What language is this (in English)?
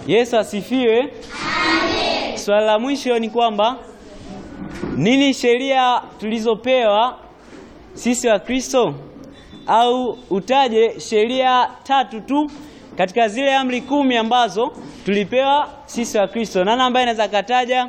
Swahili